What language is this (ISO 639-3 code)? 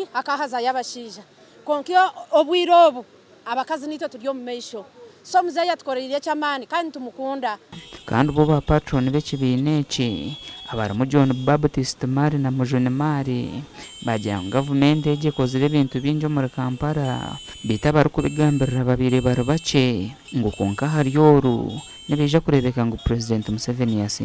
nyn